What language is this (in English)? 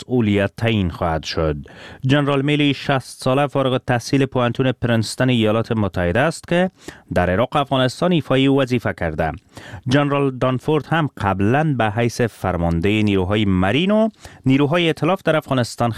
Persian